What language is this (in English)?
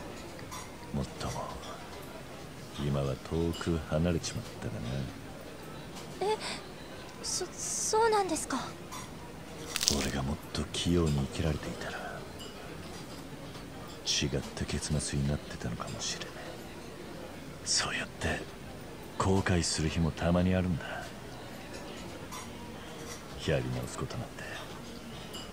Japanese